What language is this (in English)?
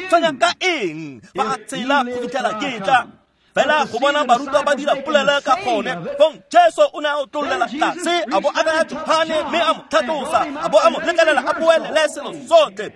Tswana